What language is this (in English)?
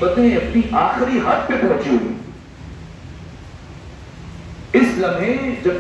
Urdu